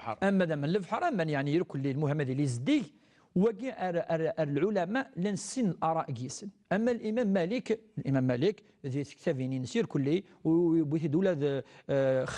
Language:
Kabyle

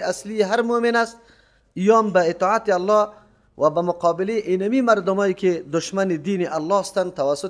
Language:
Persian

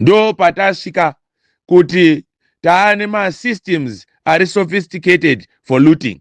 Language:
Shona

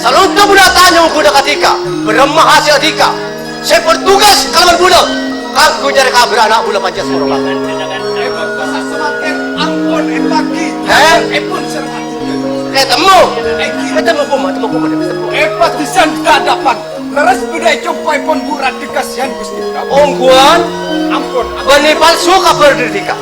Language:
Madurese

